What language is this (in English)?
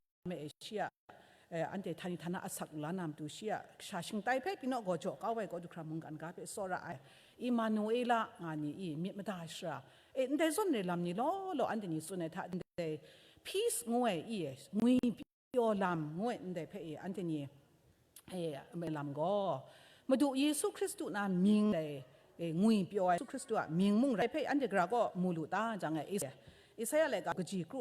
Kachin